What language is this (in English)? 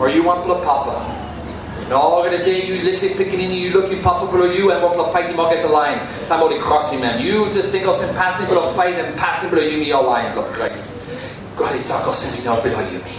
Tok Pisin